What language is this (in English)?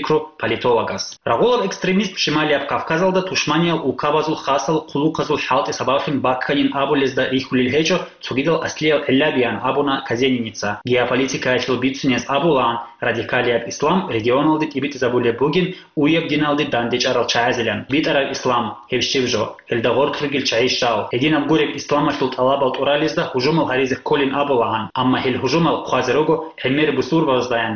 Avaric